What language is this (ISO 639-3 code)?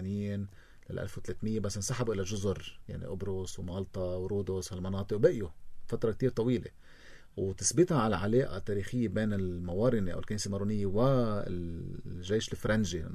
apc